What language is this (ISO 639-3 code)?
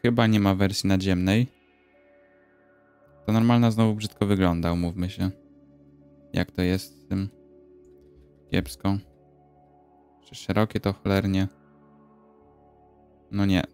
pol